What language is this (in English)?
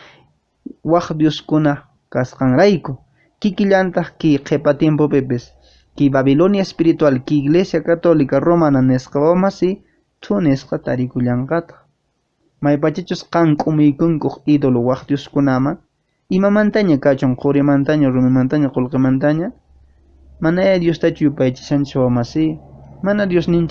Quechua